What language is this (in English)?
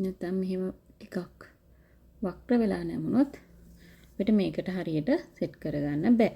Sinhala